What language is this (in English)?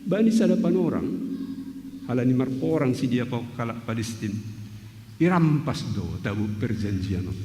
Batak Simalungun